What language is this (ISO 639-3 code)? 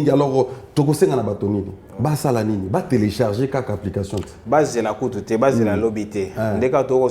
lin